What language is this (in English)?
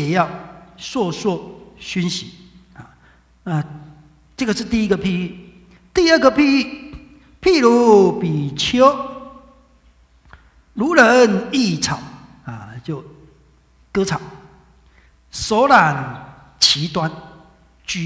Chinese